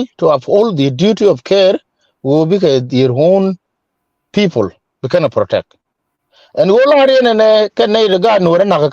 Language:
Nuer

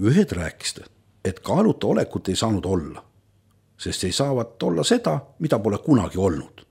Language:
Estonian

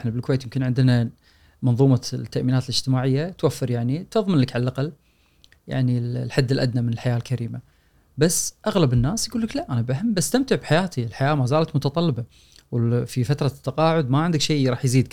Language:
Gulf Arabic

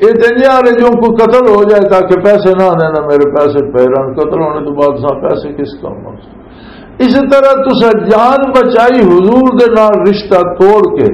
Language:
Western Panjabi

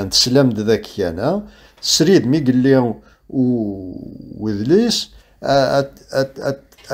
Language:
Kabyle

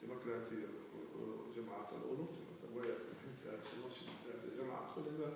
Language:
Chechen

